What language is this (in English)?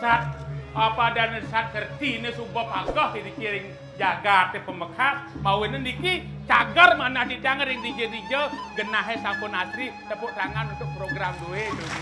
Balinese